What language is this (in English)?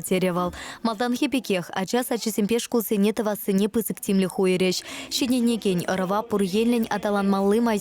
Chuvash